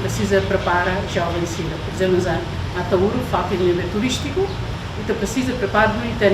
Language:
Tetum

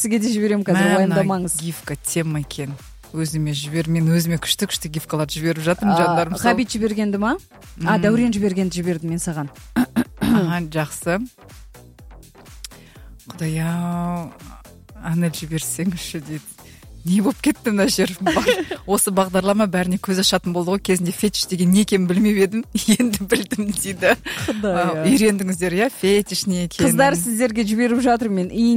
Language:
Kazakh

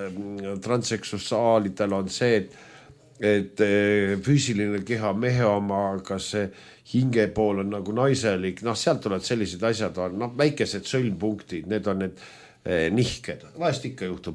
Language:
Estonian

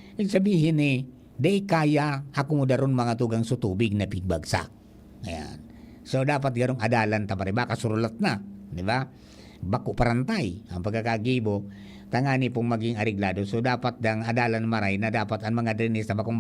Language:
Bikol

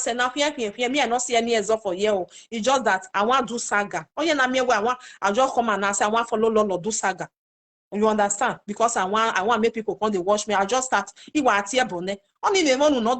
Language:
Nigerian Pidgin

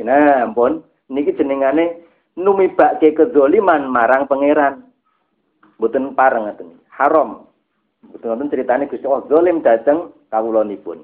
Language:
Javanese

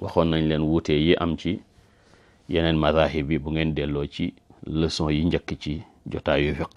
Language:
Wolof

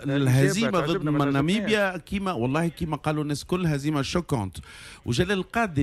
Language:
Tunisian Arabic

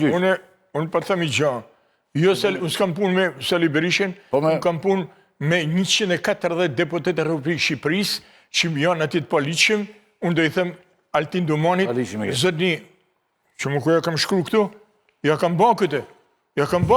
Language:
Albanian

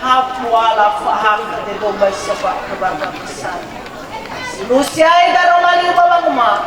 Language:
Nias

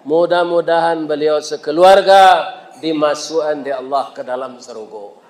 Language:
Minangkabau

